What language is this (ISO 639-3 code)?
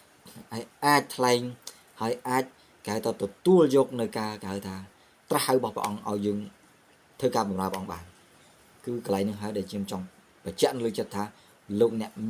khm